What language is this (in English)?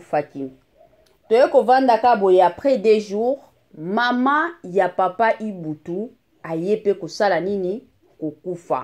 Lingala